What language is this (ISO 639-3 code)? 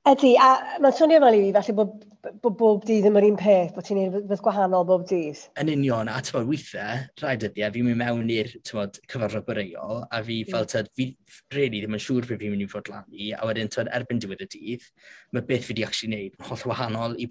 cym